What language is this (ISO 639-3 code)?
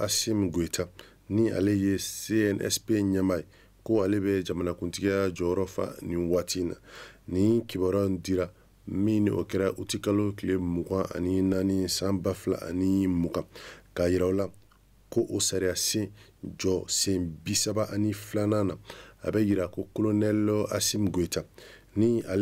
bam